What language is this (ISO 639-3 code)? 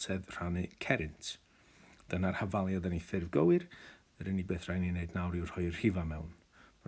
cym